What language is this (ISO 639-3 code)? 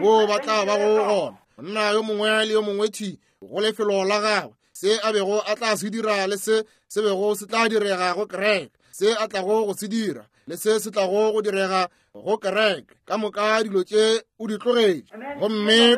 nso